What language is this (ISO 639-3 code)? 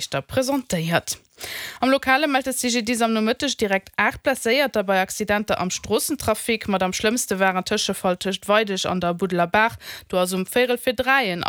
ltz